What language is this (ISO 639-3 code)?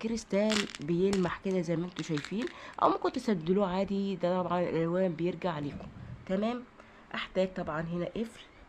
arz